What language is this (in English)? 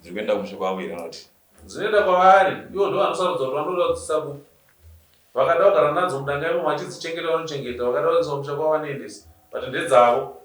Shona